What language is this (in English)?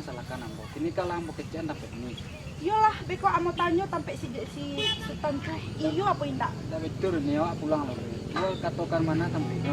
Minangkabau